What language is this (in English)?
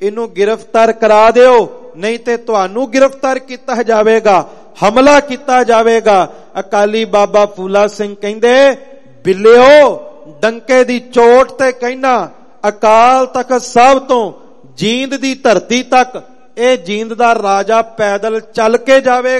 Punjabi